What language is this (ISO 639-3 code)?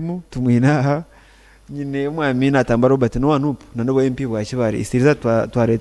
nyn